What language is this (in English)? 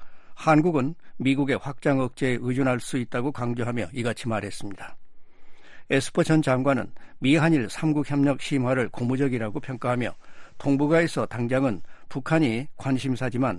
Korean